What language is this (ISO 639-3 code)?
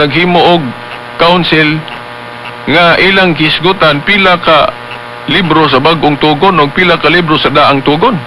ceb